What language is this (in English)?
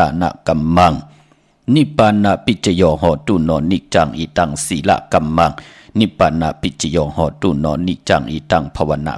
Shan